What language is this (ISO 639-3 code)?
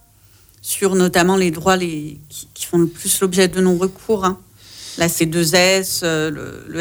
fra